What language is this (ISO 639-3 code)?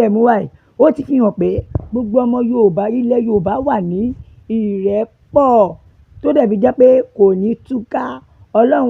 yor